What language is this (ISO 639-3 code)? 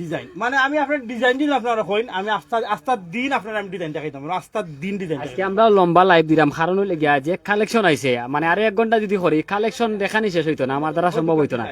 syl